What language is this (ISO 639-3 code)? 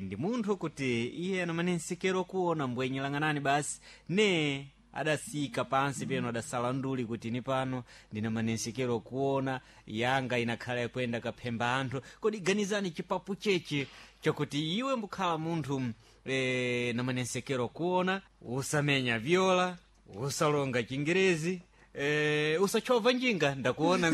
seh